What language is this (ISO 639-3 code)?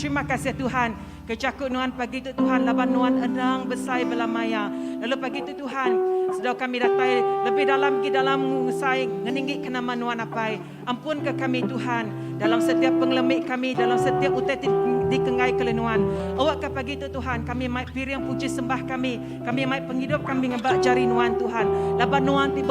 iba